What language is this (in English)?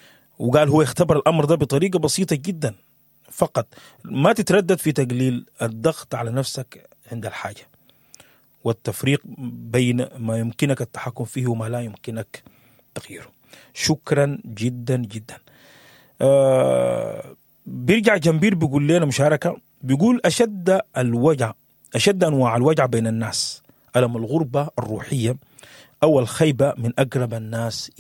Sudanese Arabic